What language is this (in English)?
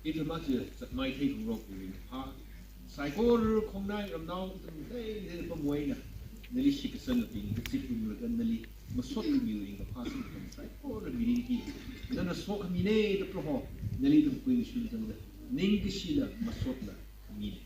Tangkhul Naga (India)